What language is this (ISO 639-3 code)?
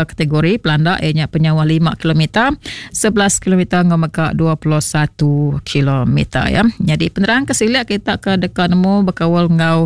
iba